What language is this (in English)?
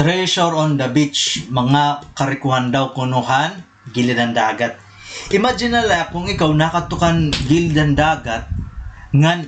Waray